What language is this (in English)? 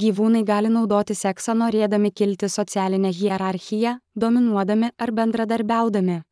Lithuanian